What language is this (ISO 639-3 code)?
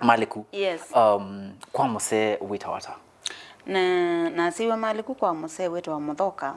kam